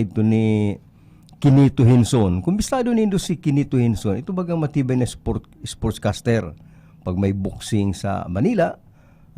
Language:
Bikol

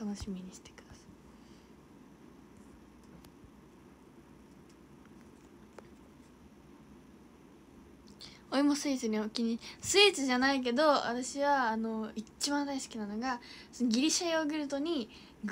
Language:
Japanese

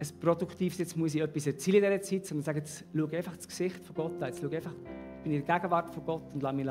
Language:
Swiss German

